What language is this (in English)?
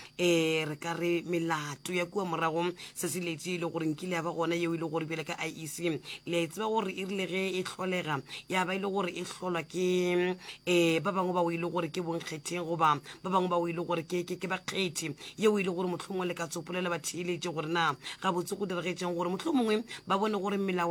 Northern Sotho